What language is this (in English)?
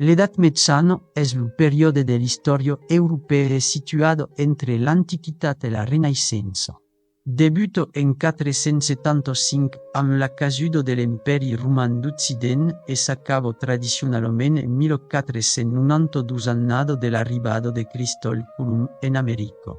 Occitan